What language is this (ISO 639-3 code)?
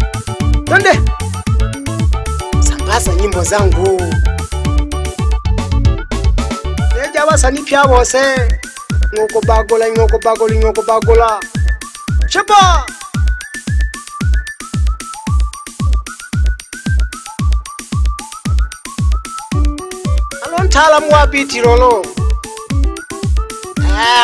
swa